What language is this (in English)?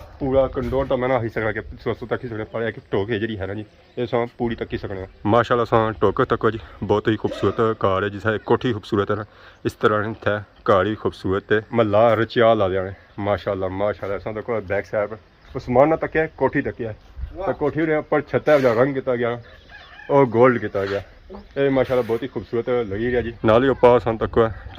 Pahari-Potwari